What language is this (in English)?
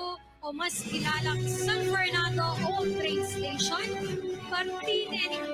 Pampanga